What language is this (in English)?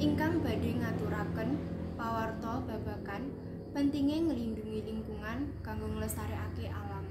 Javanese